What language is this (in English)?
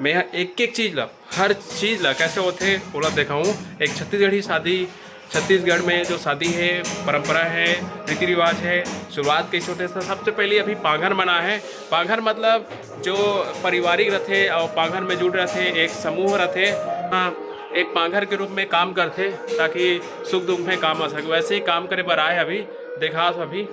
Chhattisgarhi